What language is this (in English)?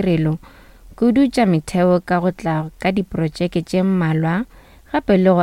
Northern Sotho